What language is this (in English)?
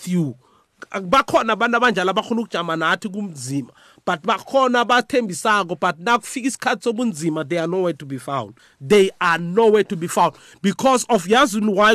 South Ndebele